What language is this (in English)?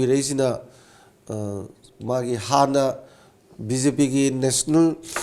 Manipuri